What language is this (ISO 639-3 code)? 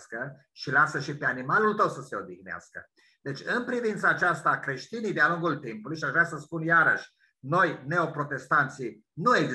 ron